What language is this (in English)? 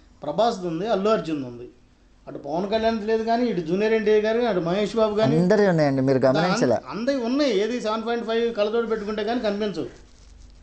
Telugu